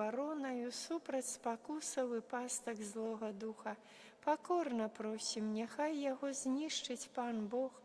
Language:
Belarusian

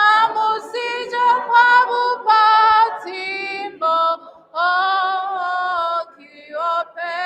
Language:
Tswana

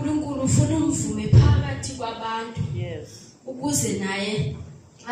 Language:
Zulu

